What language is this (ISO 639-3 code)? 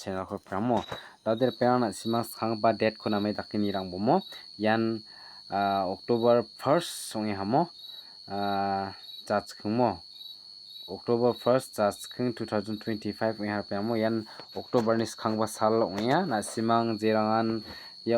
grt